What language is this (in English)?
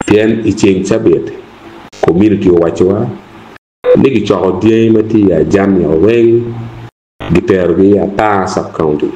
Acoli